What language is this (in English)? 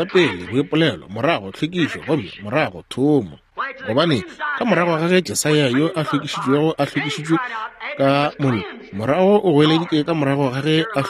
Northern Sotho